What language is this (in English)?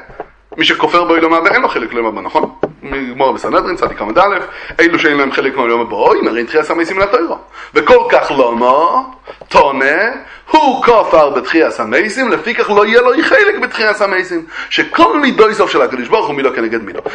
Hebrew